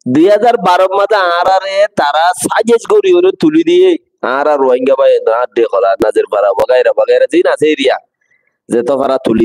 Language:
Rohingya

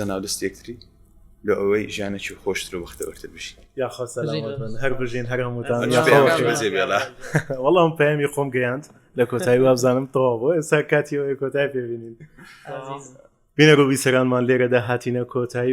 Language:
Central Kurdish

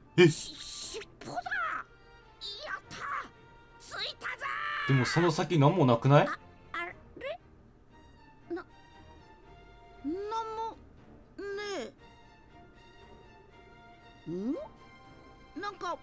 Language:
Japanese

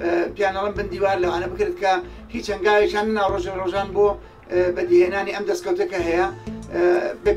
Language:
Central Kurdish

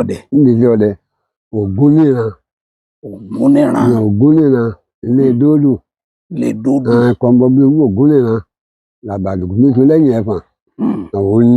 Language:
Yoruba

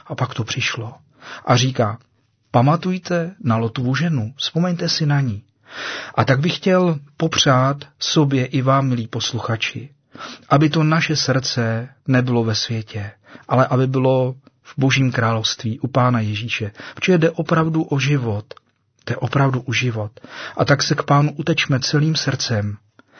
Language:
Czech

